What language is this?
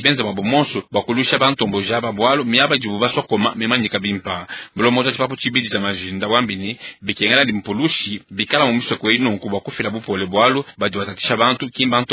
Luba-Lulua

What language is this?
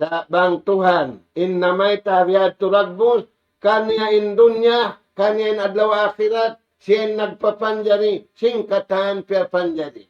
Tausug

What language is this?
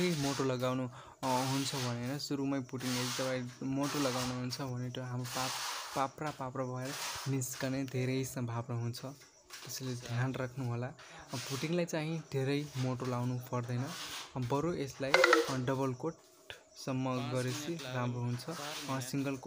Nepali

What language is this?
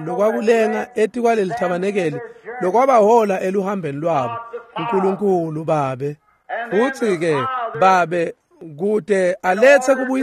Swati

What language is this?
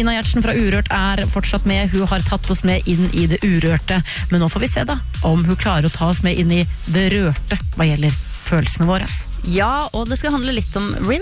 Norwegian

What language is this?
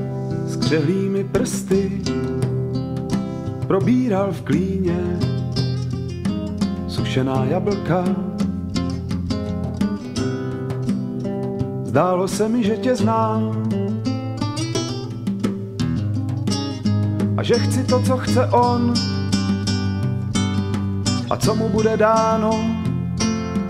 Czech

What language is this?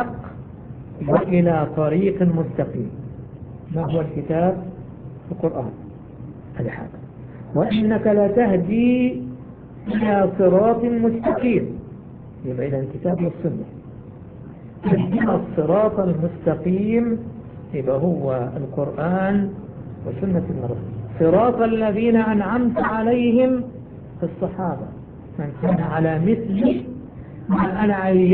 Arabic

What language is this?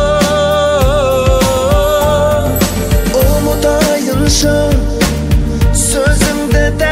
Kazakh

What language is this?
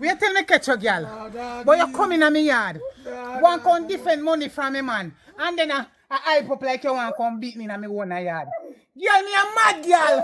Jamaican Creole English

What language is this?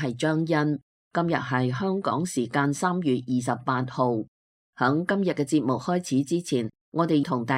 Cantonese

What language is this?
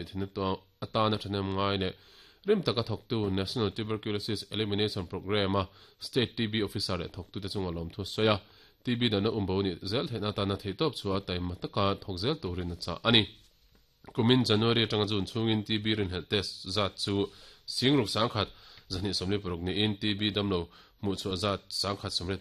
Mizo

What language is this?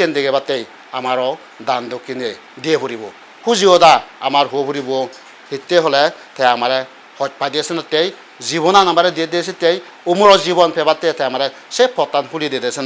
Chakma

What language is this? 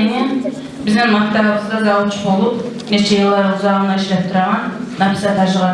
Kumyk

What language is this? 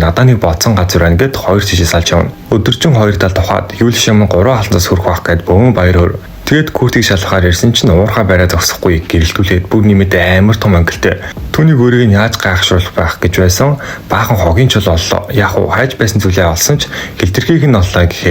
Mongolian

